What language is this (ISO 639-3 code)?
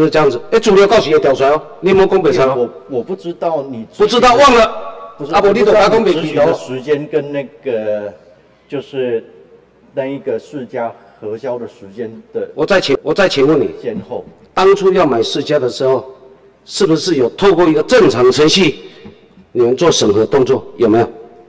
zho